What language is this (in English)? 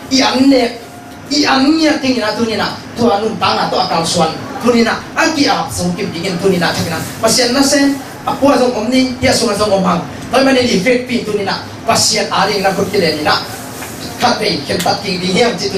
Tedim Chin